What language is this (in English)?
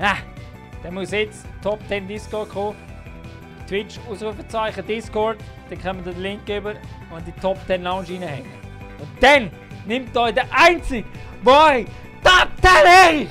Swiss German